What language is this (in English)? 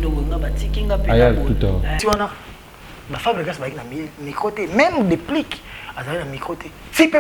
Lingala